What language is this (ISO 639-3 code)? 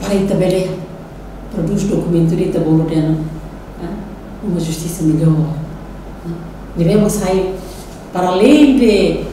tet